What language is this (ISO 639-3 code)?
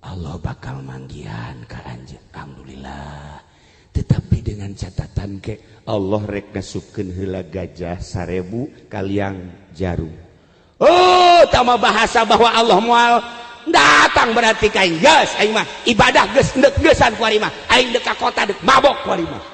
sun